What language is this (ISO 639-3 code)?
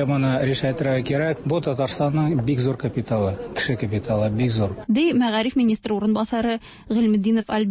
tat